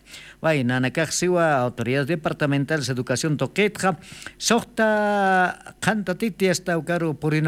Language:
Aymara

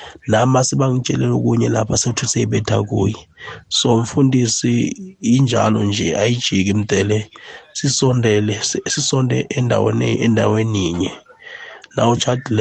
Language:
South Ndebele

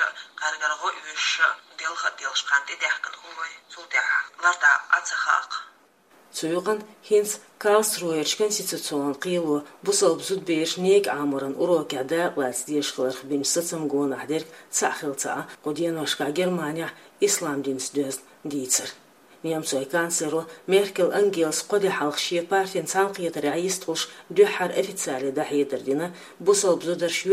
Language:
Chechen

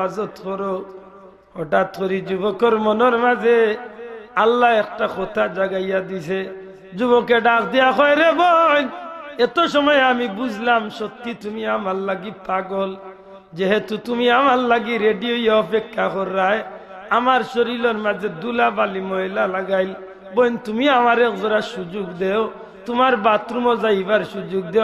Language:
Sylheti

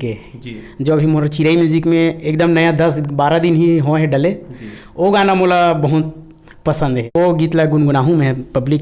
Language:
Chhattisgarhi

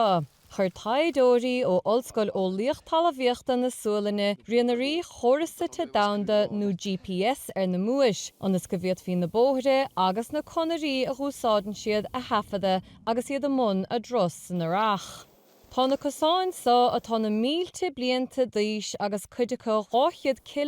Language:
Irish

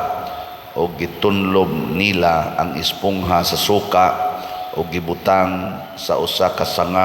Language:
Cebuano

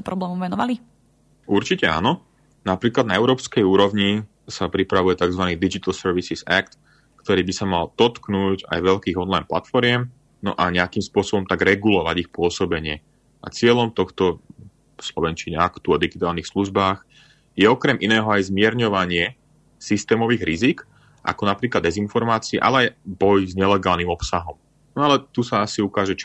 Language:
Slovak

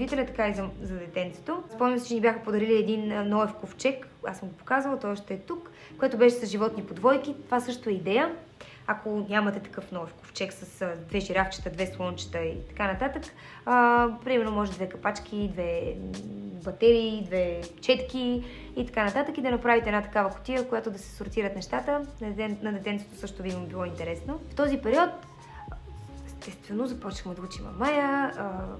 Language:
Bulgarian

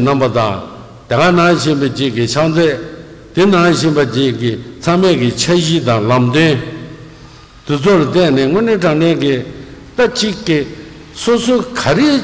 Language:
Tibetan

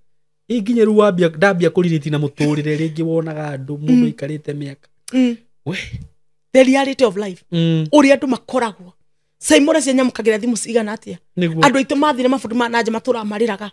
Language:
Kikuyu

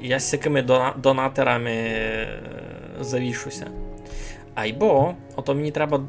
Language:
Rusyn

